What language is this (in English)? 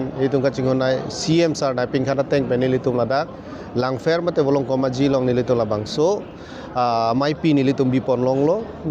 Karbi